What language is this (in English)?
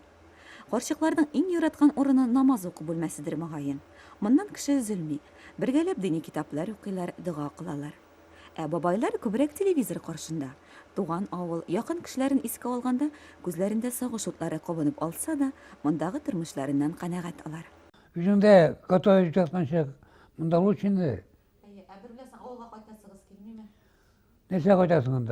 Tatar